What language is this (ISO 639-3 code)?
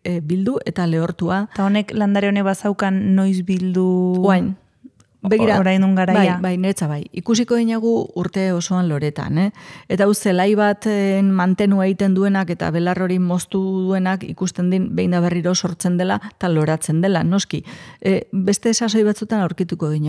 eus